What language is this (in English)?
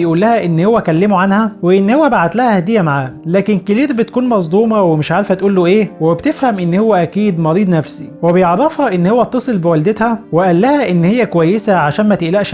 Egyptian Arabic